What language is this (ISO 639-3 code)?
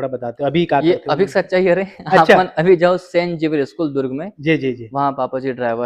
hne